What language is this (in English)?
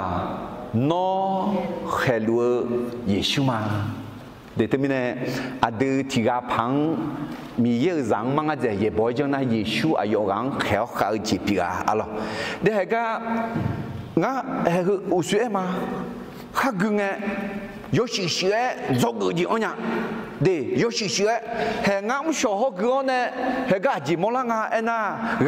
Akha